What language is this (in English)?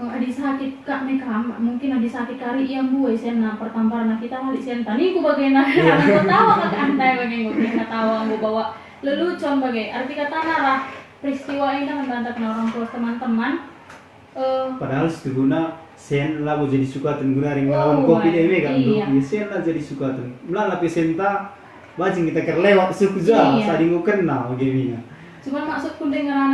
Batak Karo